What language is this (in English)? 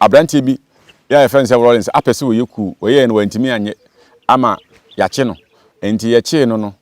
Akan